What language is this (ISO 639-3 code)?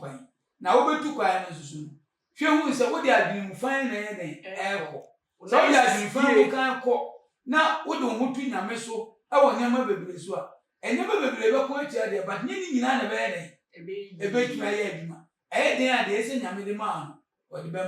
aka